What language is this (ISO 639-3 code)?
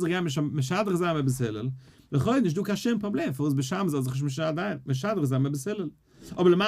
yid